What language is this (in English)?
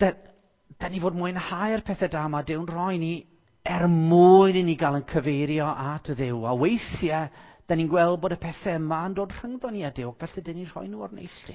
Welsh